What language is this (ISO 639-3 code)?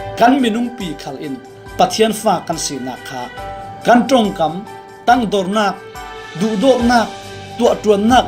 cfm